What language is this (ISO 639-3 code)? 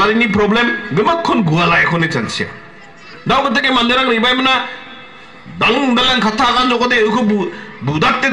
grt